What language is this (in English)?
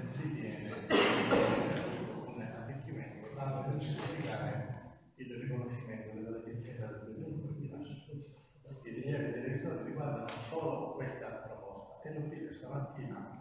Italian